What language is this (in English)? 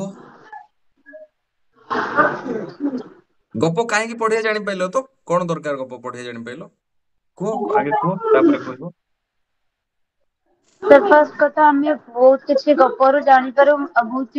Odia